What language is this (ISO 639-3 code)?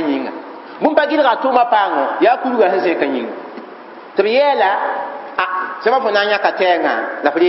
mos